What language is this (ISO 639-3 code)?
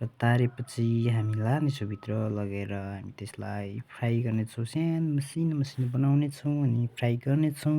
nep